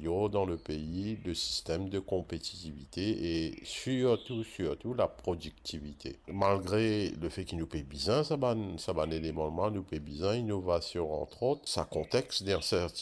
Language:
Morisyen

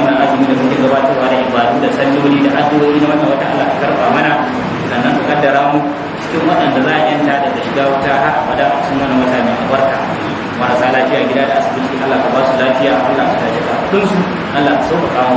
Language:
Hausa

